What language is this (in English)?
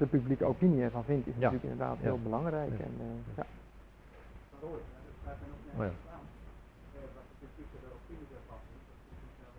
Dutch